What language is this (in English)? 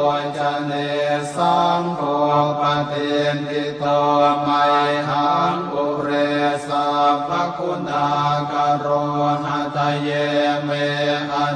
Pali